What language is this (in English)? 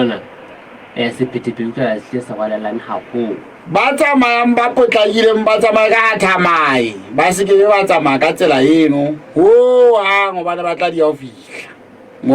Southern Sotho